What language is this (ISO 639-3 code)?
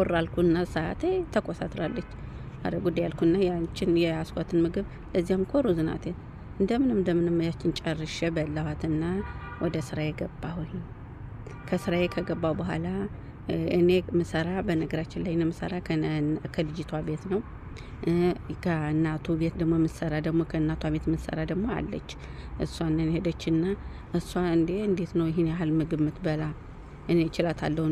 amh